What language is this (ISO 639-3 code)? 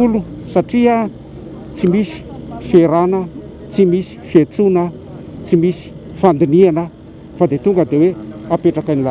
mlg